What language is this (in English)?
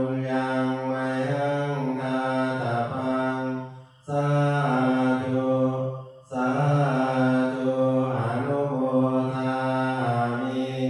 Pali